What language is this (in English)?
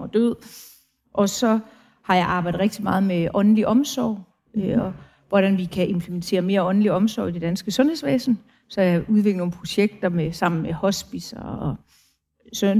Danish